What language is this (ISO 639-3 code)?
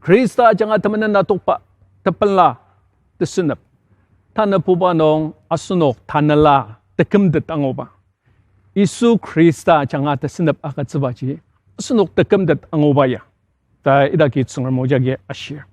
njo